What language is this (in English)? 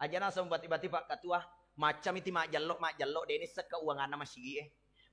Buginese